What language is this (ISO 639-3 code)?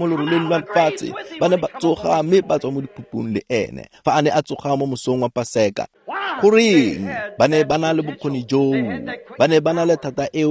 tsn